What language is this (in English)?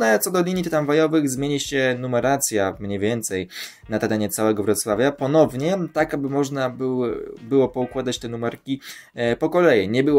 Polish